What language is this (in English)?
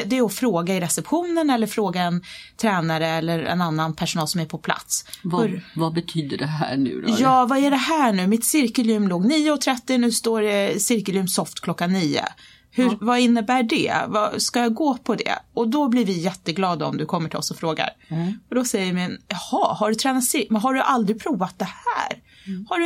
Swedish